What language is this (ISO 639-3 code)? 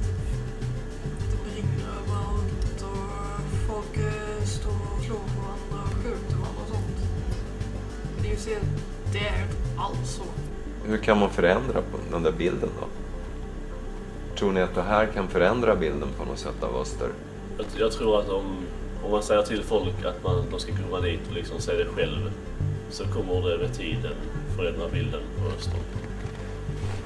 swe